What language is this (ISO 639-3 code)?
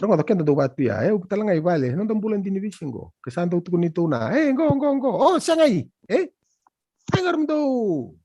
fij